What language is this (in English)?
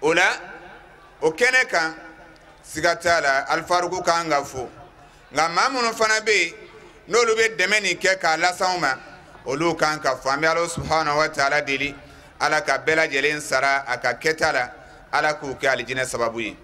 Bambara